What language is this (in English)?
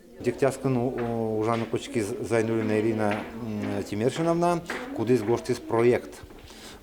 Udmurt